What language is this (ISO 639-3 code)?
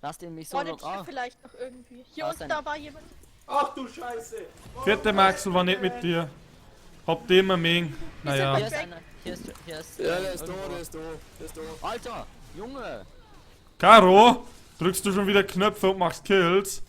bar